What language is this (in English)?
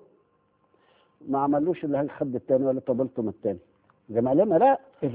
Egyptian Arabic